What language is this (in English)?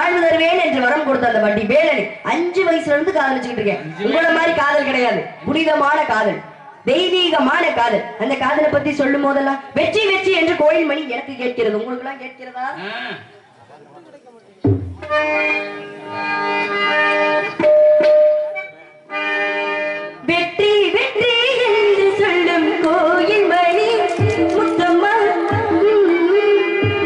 Tamil